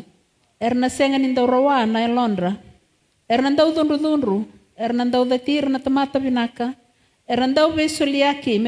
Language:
Fijian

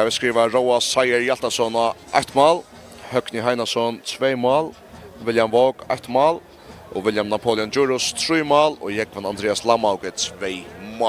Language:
Faroese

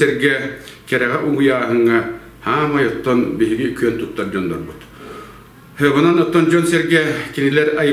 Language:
Yakut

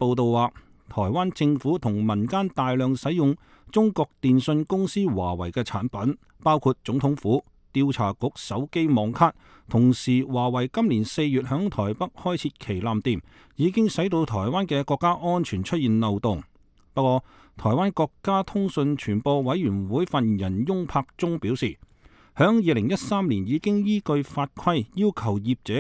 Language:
Cantonese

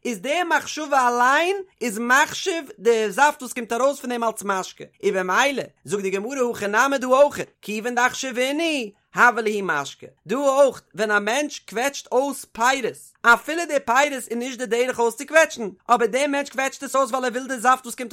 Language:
Yiddish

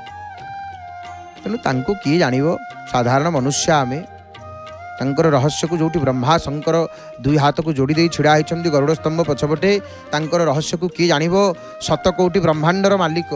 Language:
Odia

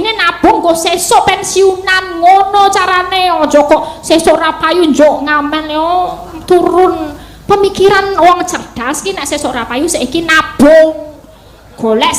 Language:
Javanese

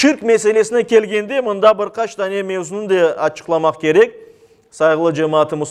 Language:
Crimean Tatar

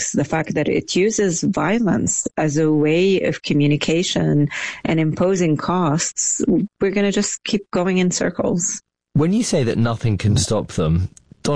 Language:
English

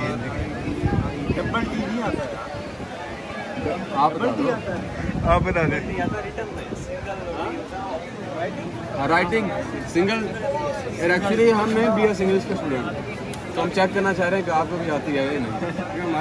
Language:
Hindi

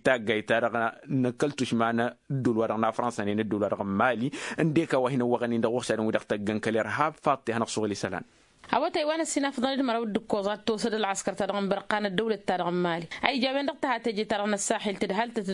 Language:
Tamasheq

